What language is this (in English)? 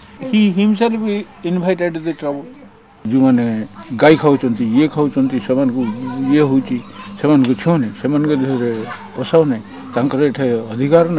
Odia